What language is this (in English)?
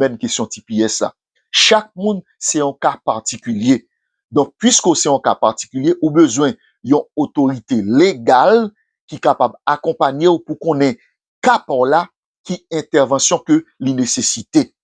Haitian Creole